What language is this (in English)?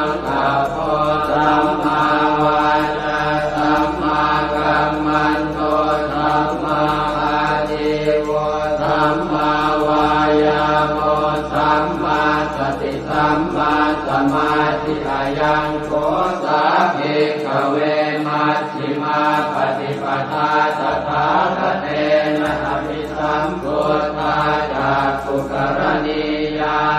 Pali